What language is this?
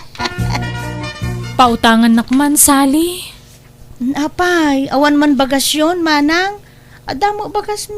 Iloko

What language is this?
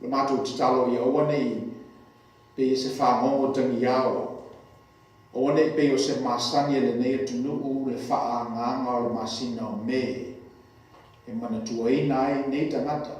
Samoan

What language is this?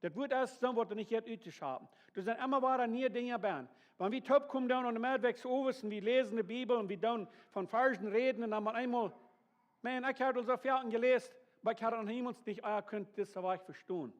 Plautdietsch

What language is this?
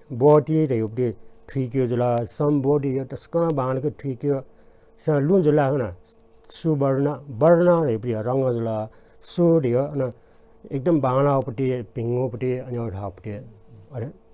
Newari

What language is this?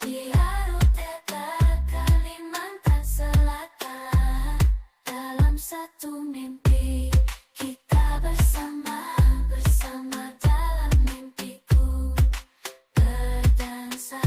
Banjar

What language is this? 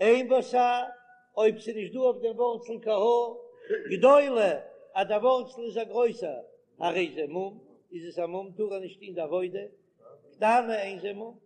Yiddish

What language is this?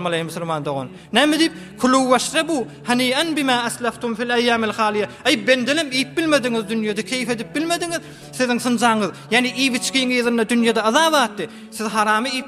Turkmen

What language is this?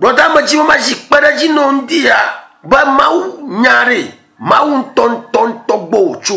Ewe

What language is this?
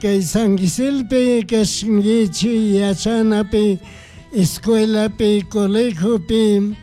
Chimborazo Highland Quichua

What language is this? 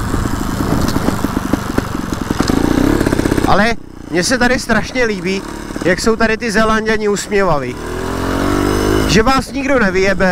Czech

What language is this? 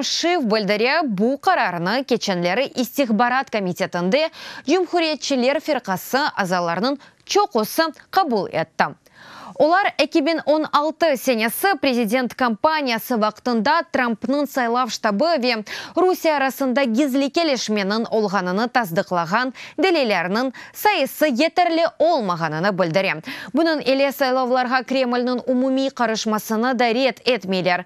Crimean Tatar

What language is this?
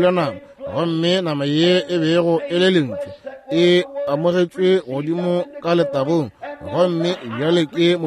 Northern Sotho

